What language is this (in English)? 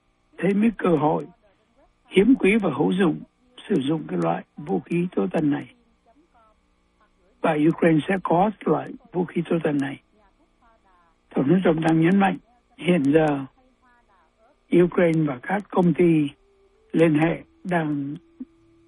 Vietnamese